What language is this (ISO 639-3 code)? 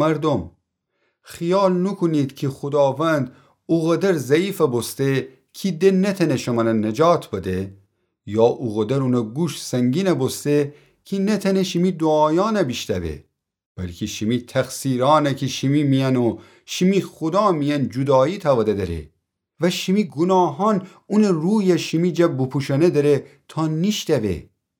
glk